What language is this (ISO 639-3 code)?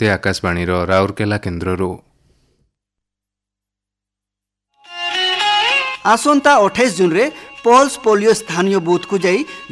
ori